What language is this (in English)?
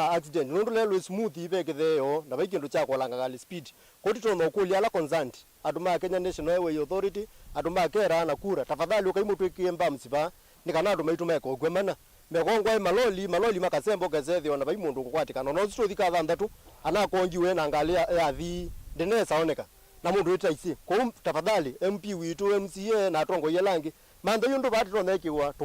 Kamba